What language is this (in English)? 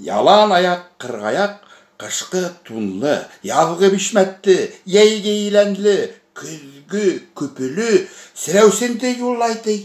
Bashkir